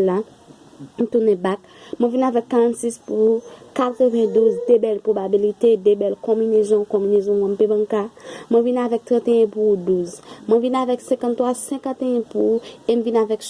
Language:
Haitian Creole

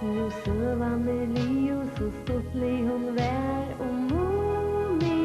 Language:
Faroese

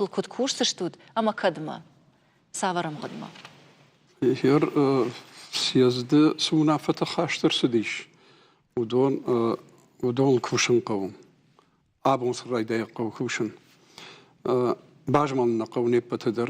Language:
Ossetic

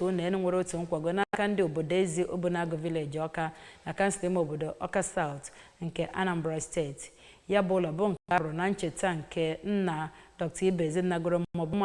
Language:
Igbo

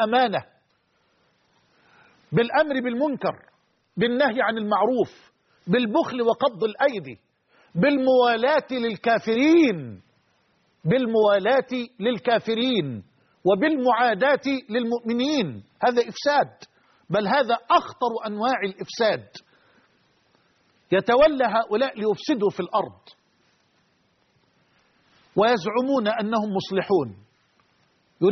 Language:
Arabic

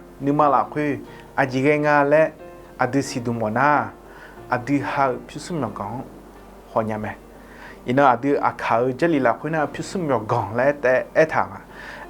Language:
Akha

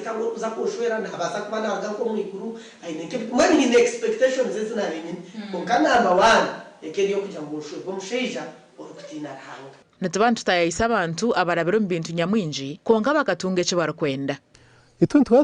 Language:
Nyankole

